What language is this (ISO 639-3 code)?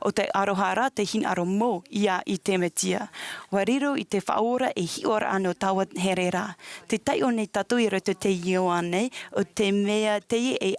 tah